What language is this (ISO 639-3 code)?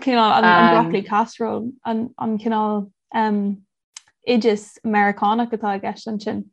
gle